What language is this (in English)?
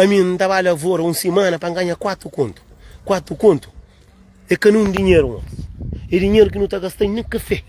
Kabuverdianu